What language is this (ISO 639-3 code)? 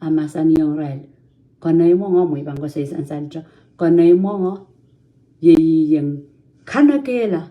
pon